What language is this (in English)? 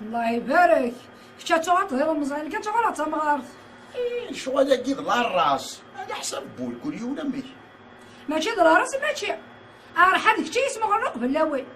Kabyle